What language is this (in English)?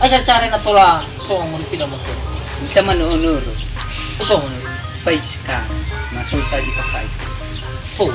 Nias